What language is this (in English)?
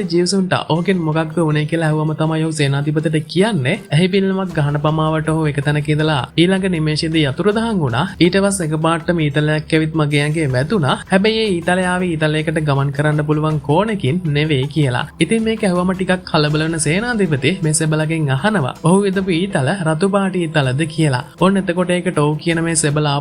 Sinhala